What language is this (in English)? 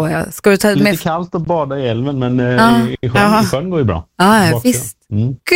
Swedish